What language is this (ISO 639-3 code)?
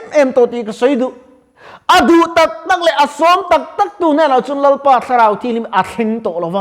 lus